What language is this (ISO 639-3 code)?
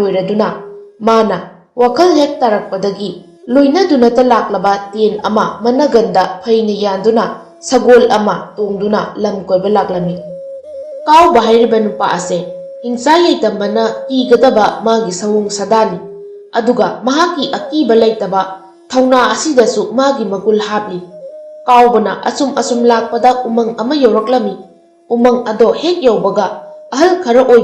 mni